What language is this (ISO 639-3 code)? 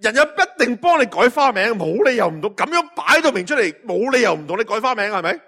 yue